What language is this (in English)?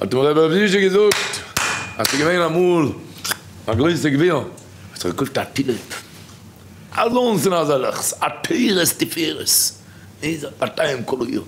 Yiddish